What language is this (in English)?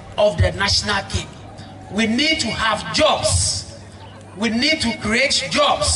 Ewe